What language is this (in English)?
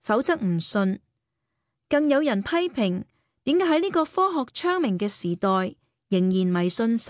Cantonese